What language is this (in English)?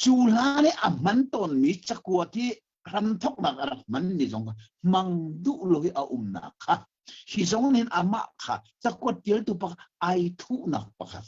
Hakha Chin